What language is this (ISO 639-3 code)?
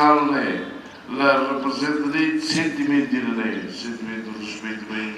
tet